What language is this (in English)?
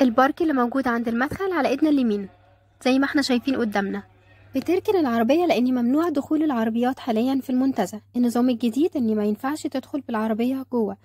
Egyptian Arabic